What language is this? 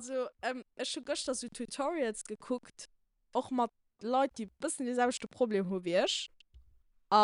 Luxembourgish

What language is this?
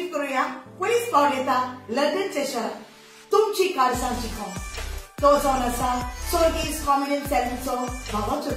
Konkani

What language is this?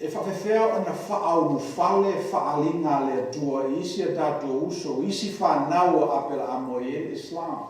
Samoan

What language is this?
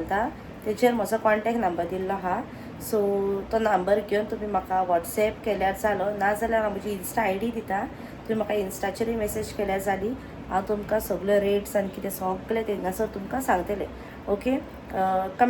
Konkani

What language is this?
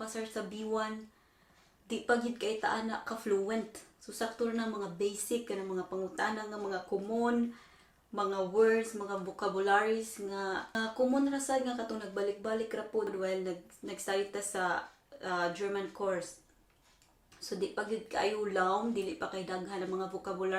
Cebuano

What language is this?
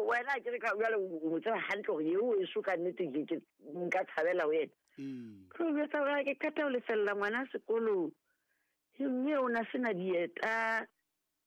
Southern Sotho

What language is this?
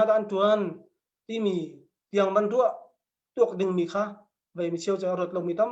Hakha Chin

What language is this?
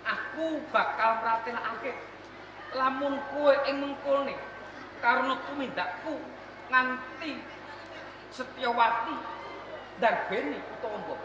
Javanese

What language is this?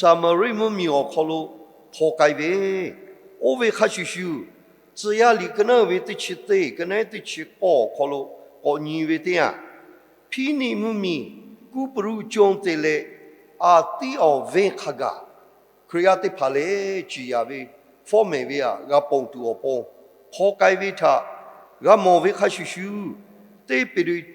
Lahu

